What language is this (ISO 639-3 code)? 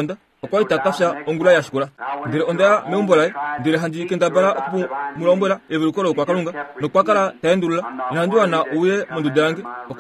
kua